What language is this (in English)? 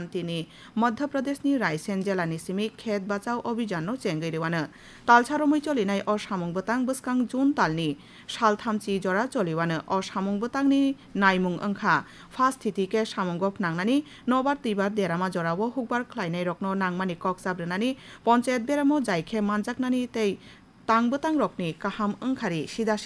Kok Borok